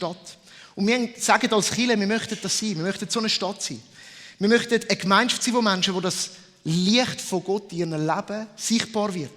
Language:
Swiss German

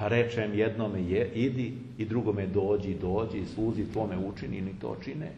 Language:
Serbian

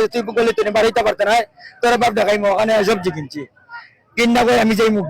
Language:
Sylheti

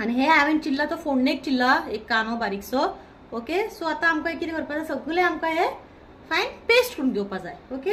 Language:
Konkani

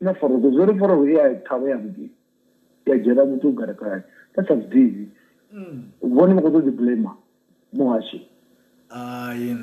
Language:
Venda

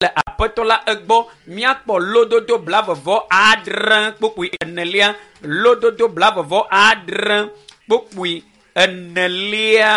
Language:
Ewe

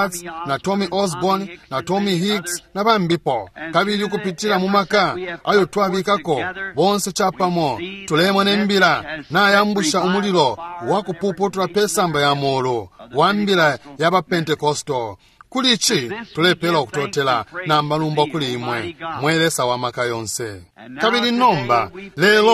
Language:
Bemba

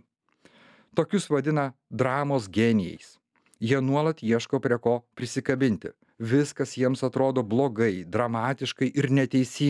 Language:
Lithuanian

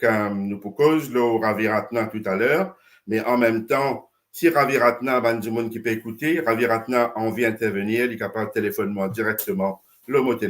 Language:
Morisyen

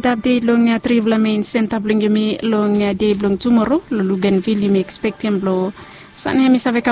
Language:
Bislama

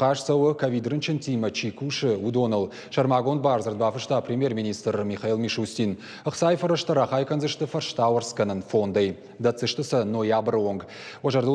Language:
Ossetic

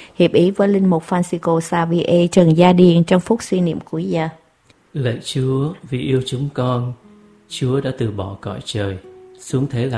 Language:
Vietnamese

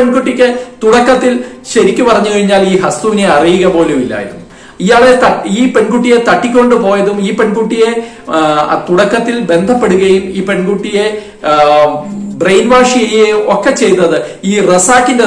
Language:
Malayalam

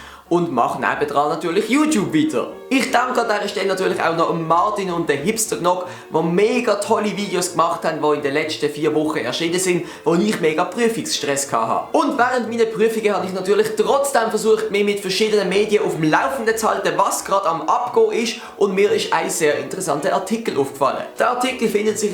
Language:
Swiss German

